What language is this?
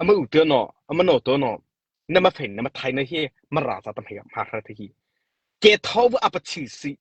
Mara Chin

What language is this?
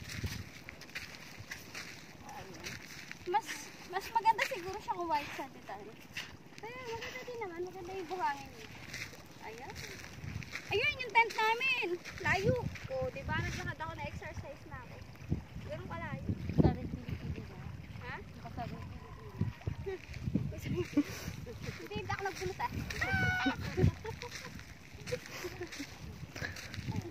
Filipino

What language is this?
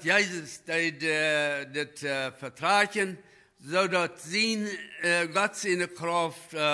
Plautdietsch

